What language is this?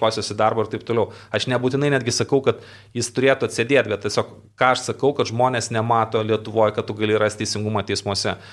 Lithuanian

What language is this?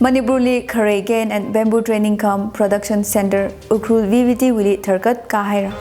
Tangkhul Naga (India)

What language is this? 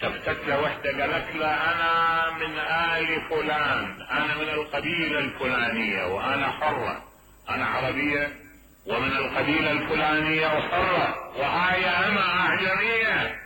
Mesopotamian Arabic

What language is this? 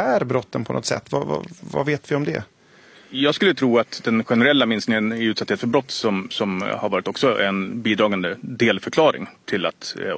Swedish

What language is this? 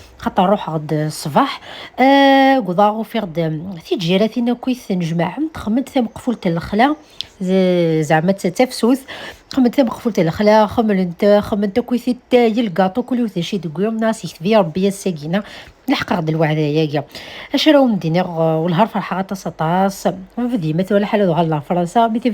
Kabyle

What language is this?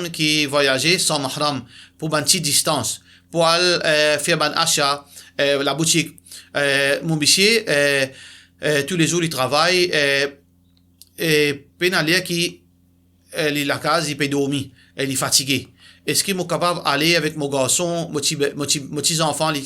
Morisyen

